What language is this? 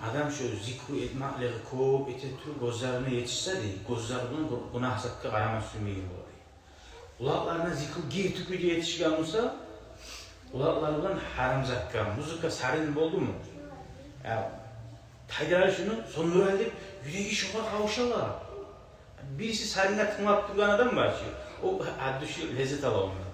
Kumyk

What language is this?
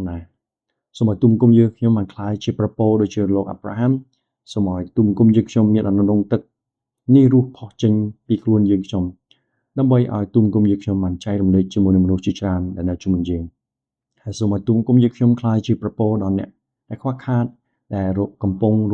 Khmer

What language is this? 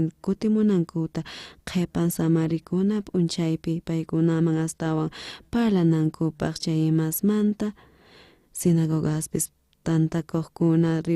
South Bolivian Quechua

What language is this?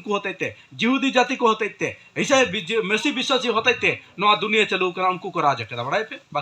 Santali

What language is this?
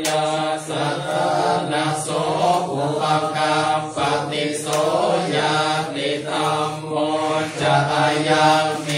Pali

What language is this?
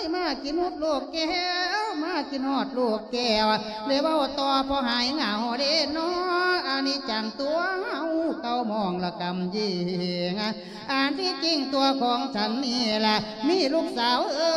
Lao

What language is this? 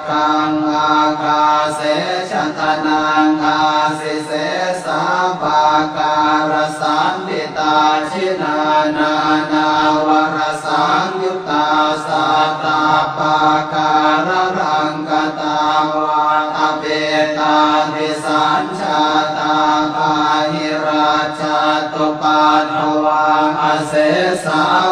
Pali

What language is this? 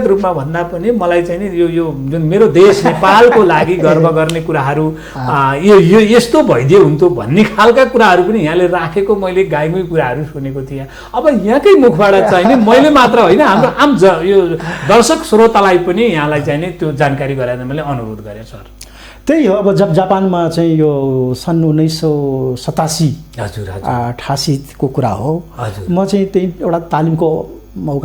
Nepali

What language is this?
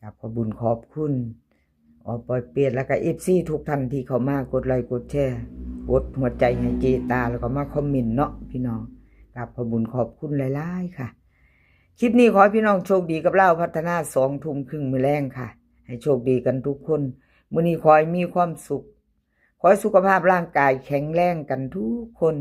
Northeastern Thai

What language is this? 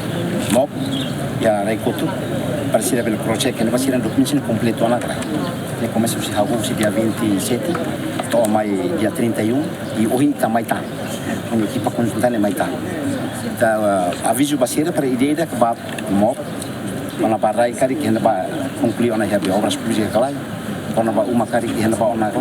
Tetum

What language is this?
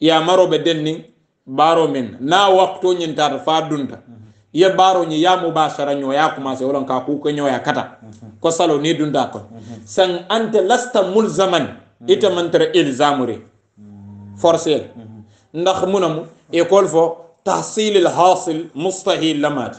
Hausa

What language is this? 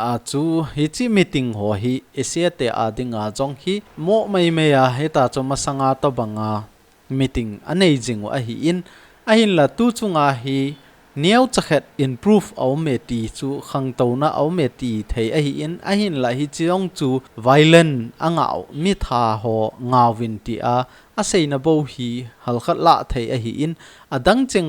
Thado Chin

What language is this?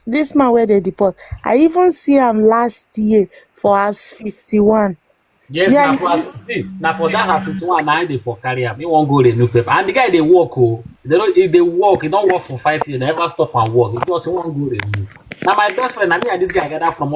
Nigerian Pidgin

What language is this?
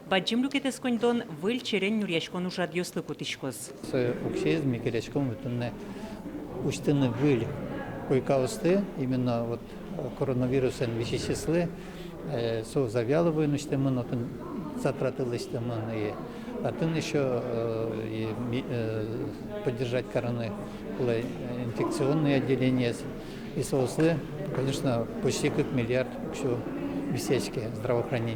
Udmurt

